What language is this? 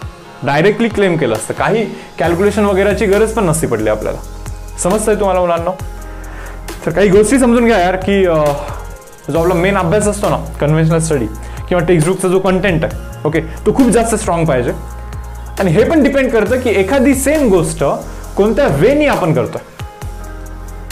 Marathi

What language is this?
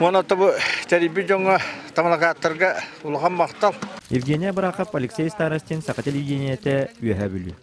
Yakut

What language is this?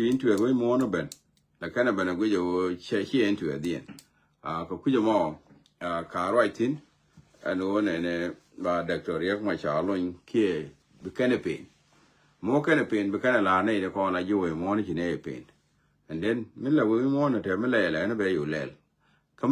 Nuer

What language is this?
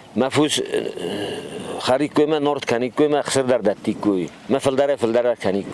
Ossetic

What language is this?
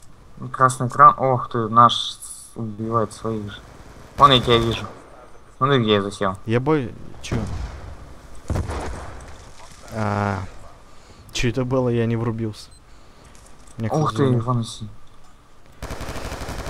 Russian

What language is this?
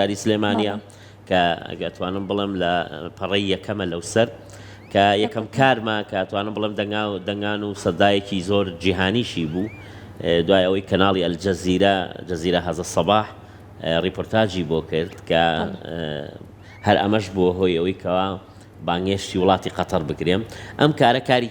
Central Kurdish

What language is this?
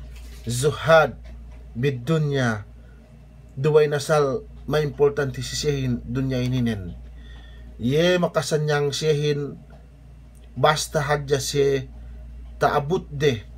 Yakan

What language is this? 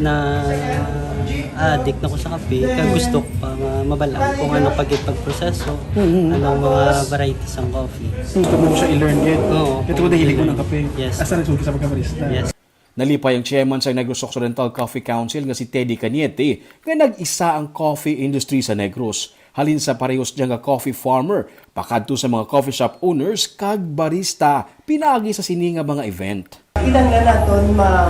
Hiligaynon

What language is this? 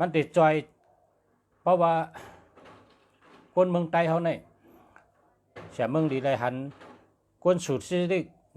Shan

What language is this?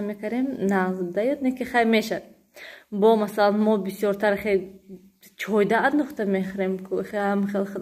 Tajik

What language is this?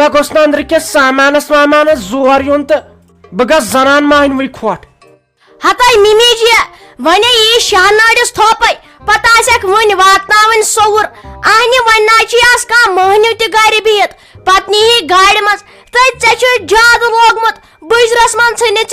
Kashmiri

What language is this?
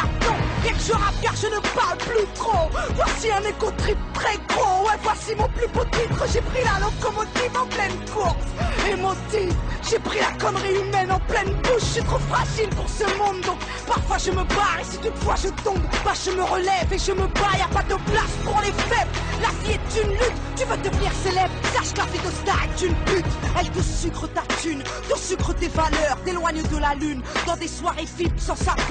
French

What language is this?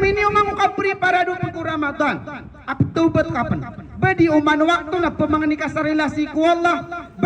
Maranao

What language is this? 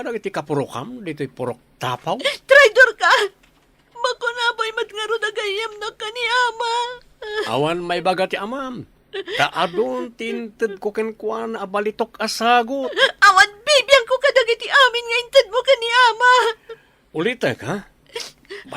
Iloko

